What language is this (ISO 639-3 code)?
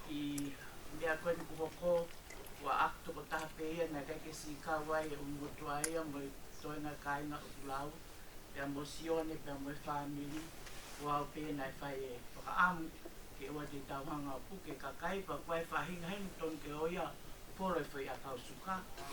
ton